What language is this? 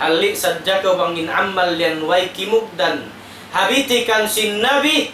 Tausug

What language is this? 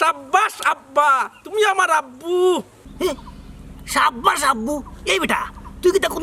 Sylheti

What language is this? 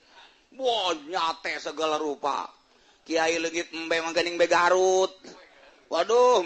Sundanese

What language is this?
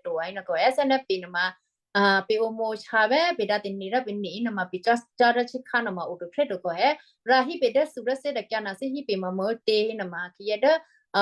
Western Kayah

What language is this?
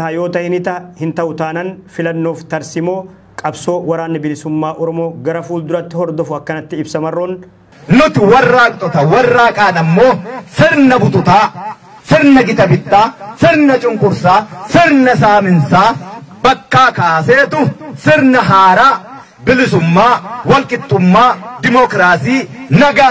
Oromo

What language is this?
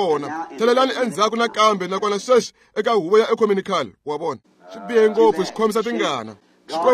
Tsonga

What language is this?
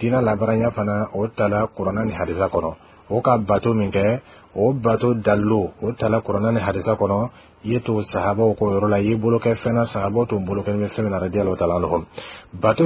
Bambara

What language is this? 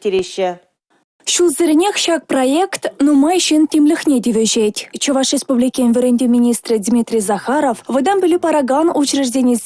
Chuvash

